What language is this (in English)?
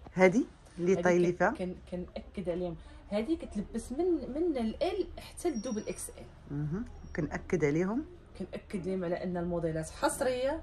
Moroccan Arabic